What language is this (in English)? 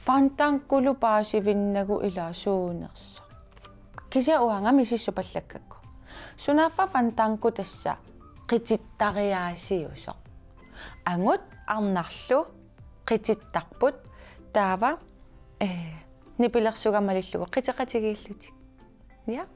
Kalaallisut